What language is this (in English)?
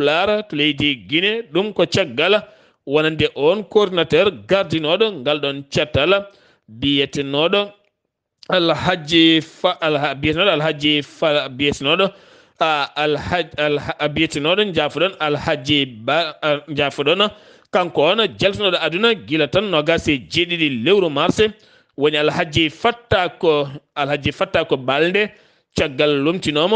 Fula